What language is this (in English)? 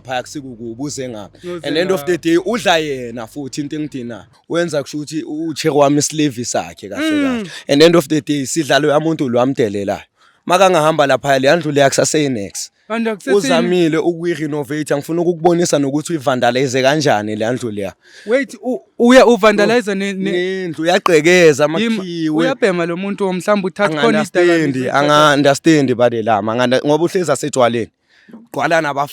Zulu